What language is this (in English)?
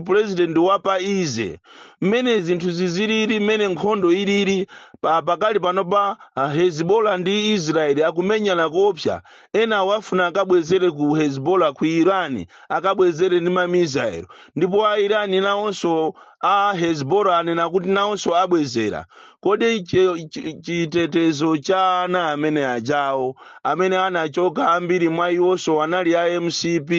Nyanja